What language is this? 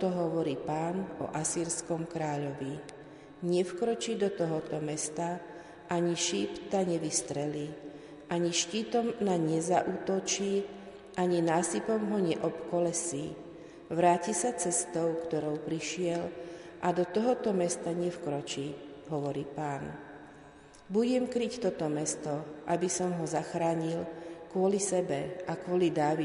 Slovak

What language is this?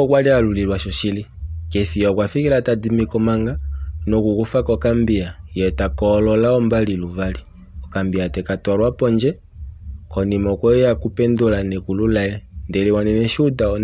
Kuanyama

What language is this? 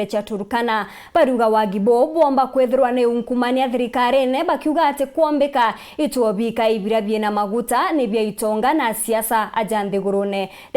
Meru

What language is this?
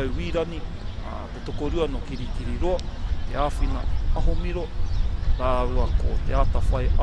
Māori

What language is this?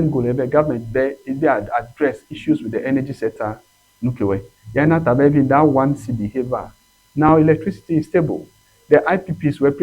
Ewe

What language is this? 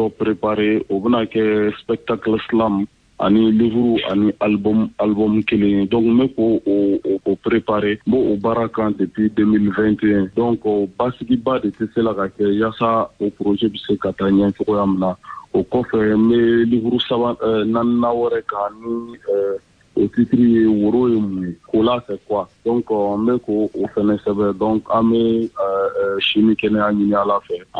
Bambara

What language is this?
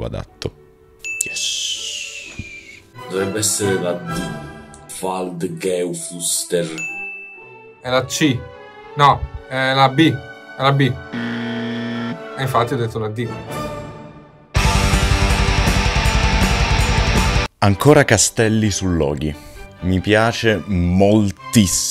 Italian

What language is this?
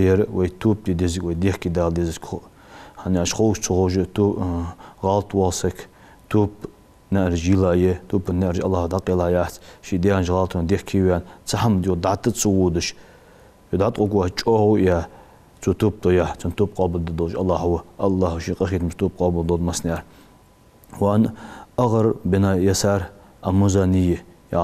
Ingush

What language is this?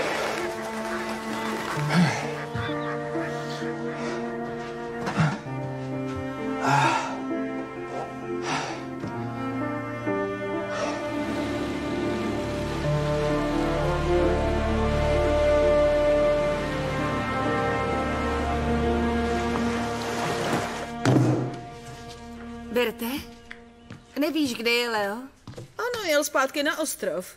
Czech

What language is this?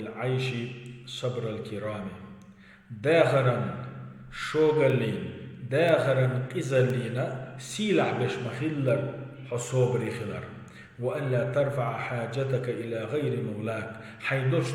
Chechen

